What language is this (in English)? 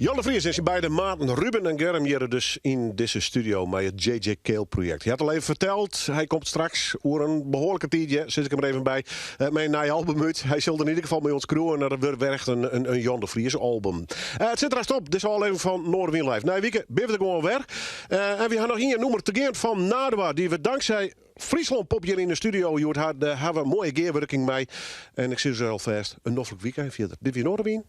Western Frisian